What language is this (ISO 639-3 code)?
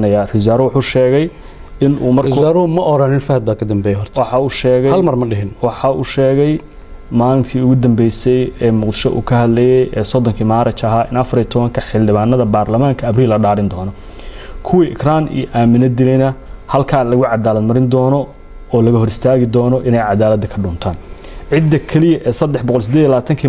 som